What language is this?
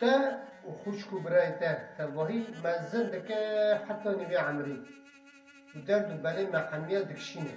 Kurdish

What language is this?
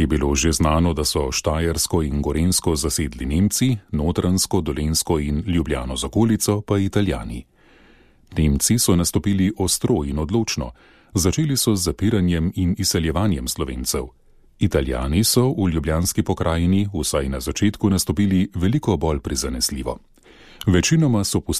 Slovenian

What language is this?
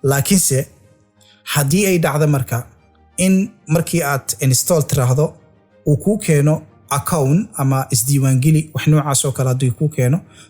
Somali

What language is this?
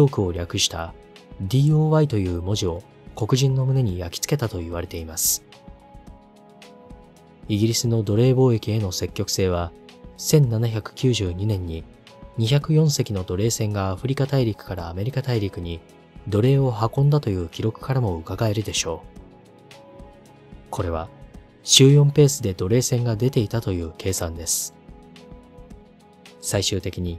Japanese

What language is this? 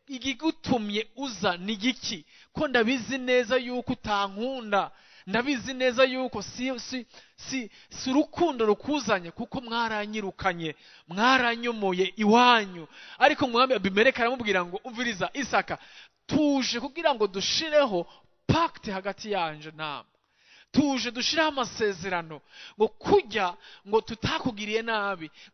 Rundi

